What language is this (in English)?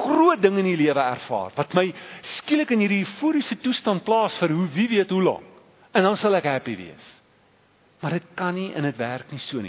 Afrikaans